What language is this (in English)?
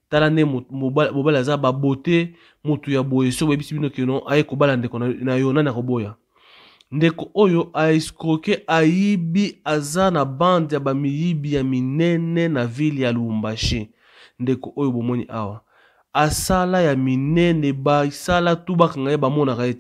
Lingala